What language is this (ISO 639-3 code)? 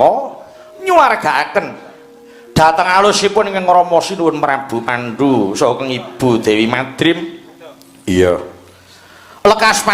jav